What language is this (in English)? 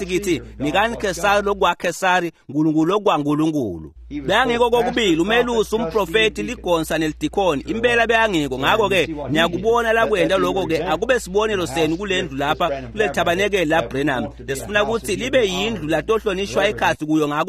Swati